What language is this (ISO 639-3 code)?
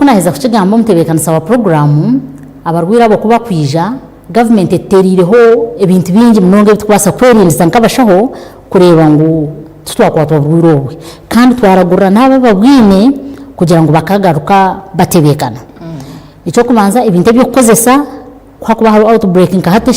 nyn